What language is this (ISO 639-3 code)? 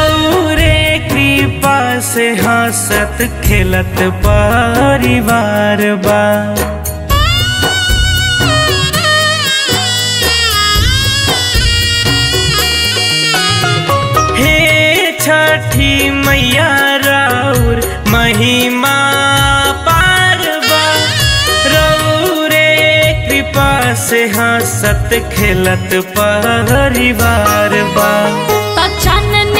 bho